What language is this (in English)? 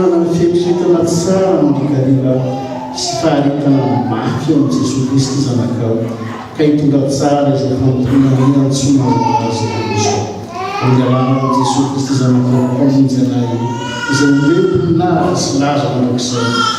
Malagasy